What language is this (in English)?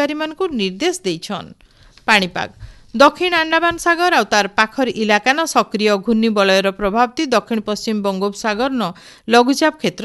Odia